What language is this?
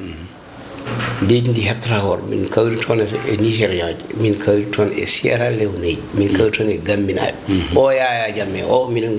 Fula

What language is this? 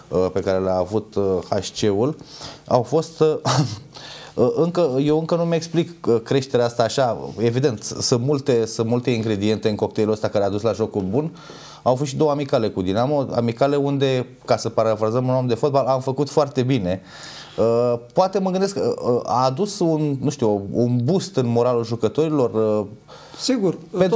Romanian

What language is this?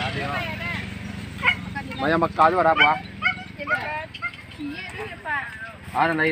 Minangkabau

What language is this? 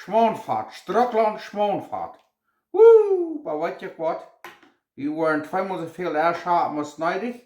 Plautdietsch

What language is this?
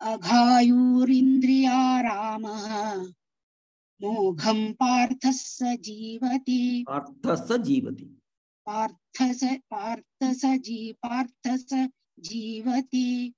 Sanskrit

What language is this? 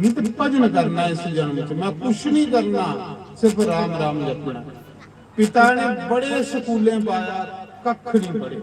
Dogri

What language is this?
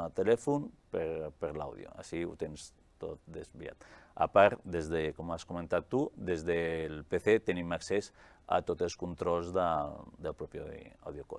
Catalan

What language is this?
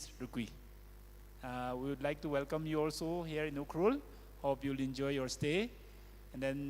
Tangkhul Naga (India)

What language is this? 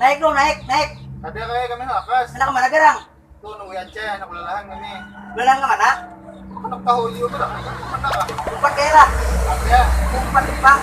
Banjar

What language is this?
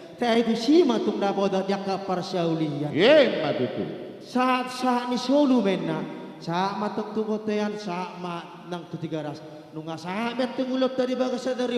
Batak Karo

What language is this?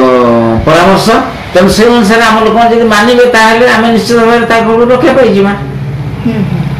Odia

